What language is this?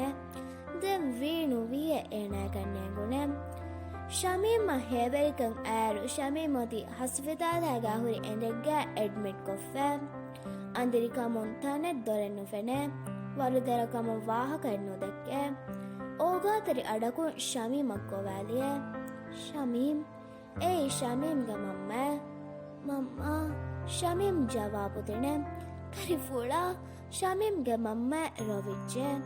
Divehi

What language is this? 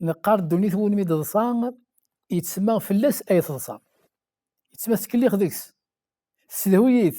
Kabyle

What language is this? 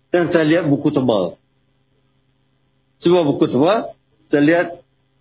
Indonesian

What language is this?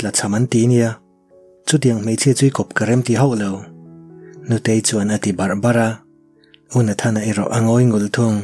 Mizo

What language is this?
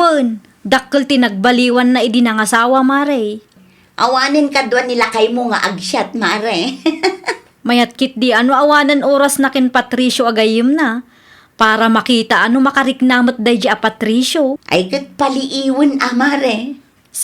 Iloko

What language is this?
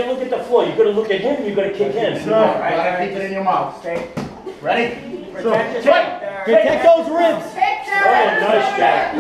English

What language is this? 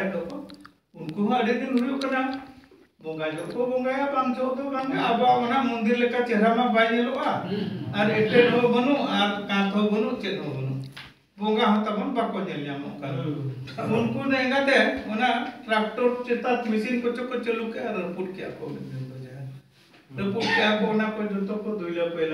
Santali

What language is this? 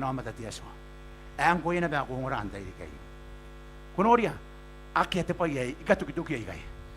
Gilbertese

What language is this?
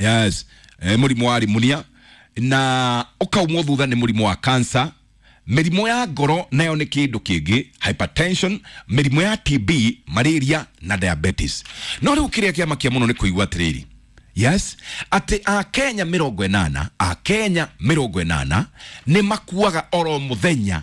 Kikuyu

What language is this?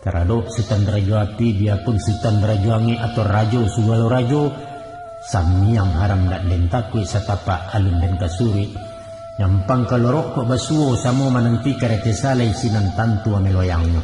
Minangkabau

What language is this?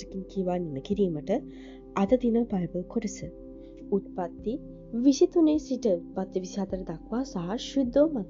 Sinhala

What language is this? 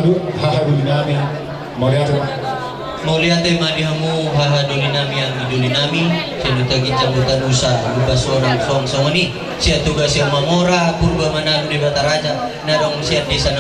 Batak Toba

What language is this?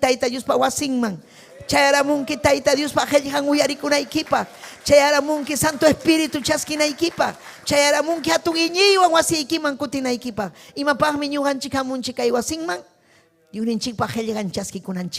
Ayacucho Quechua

